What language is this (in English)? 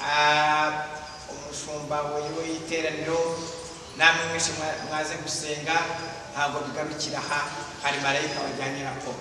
Kinyarwanda